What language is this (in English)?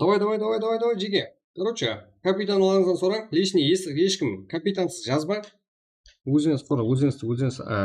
Kara-Kalpak